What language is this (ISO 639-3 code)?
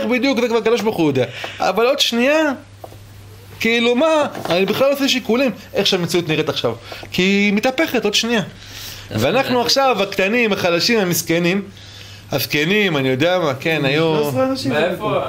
heb